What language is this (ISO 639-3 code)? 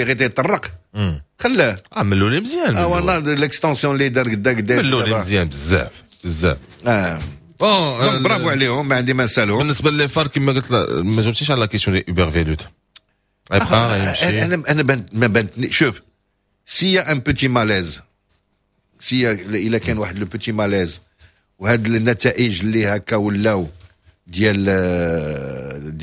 ary